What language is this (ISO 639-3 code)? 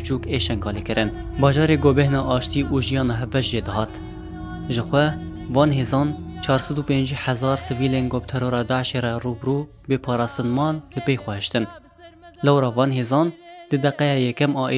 kur